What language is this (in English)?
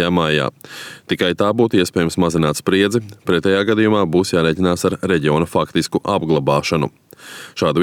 Latvian